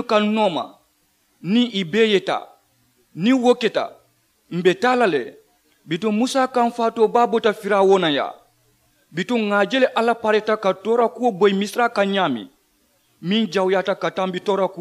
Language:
Mandingo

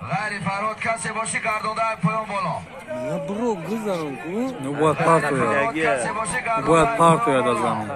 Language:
Tajik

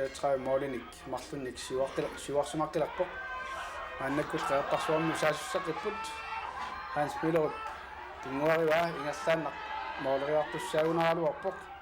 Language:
Kalaallisut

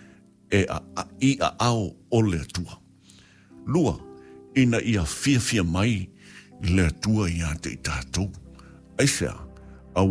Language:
Samoan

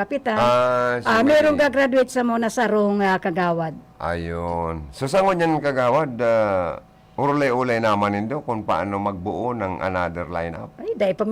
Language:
Bikol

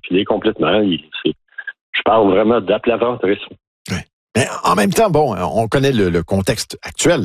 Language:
French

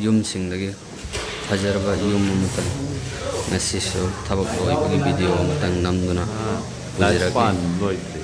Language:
Manipuri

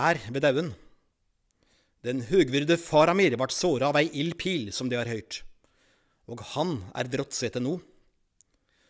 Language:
Norwegian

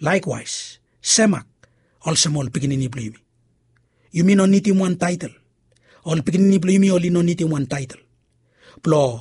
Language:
Bislama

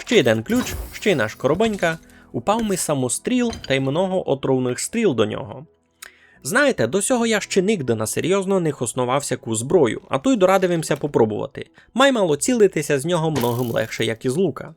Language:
Rusyn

